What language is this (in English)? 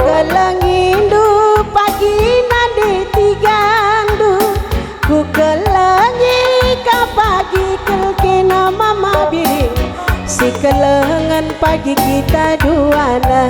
Batak Karo